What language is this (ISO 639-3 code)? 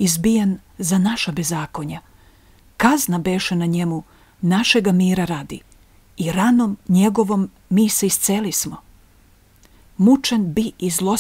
srp